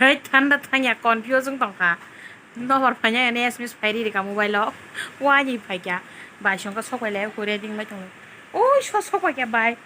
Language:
Kok Borok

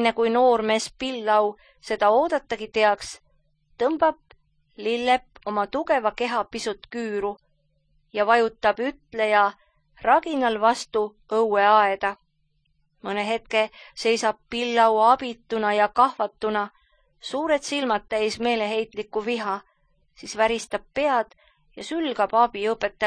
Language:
Estonian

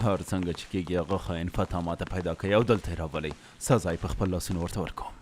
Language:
Pashto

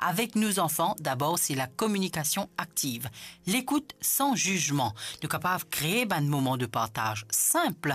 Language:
Morisyen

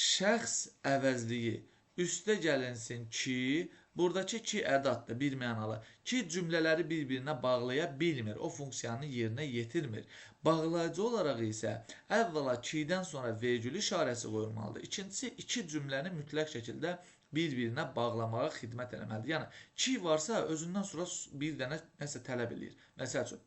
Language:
Azerbaijani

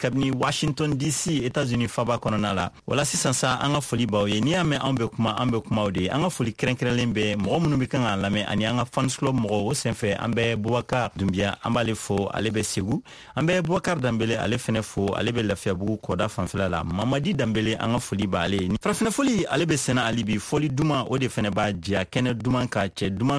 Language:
Bambara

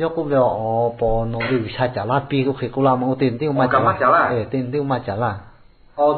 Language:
Lahu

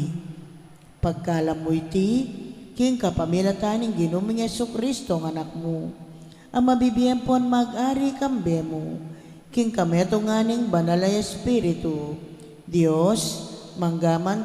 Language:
Pampanga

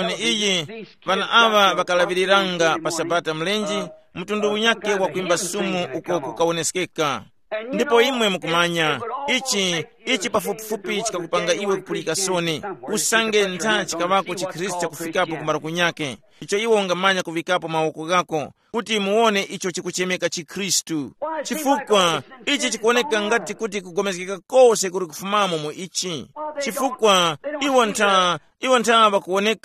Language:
Tumbuka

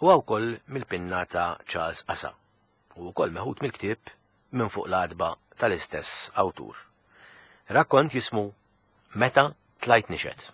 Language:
Maltese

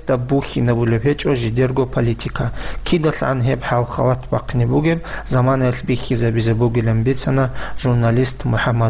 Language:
Avaric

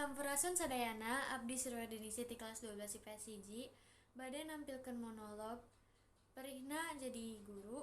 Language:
Sundanese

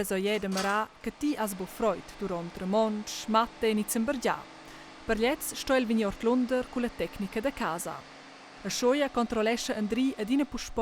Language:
Romansh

